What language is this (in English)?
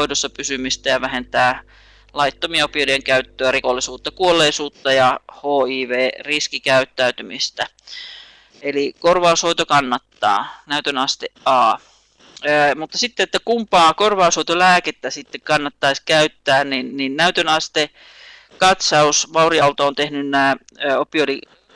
Finnish